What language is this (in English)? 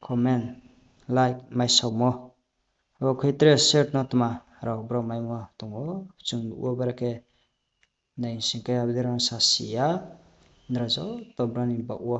Riang (India)